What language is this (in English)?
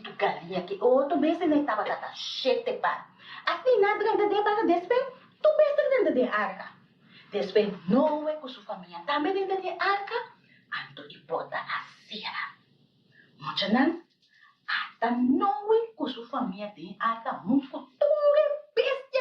Papiamento